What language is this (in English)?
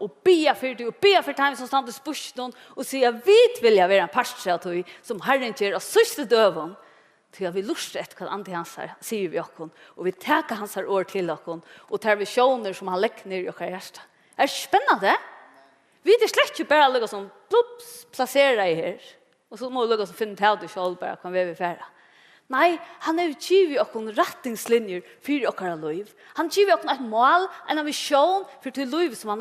Faroese